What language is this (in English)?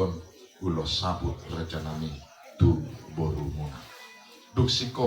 Batak Toba